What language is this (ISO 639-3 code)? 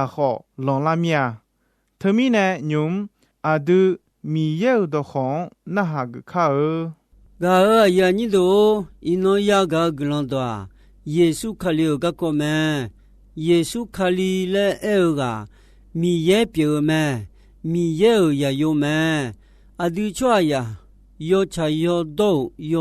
ahk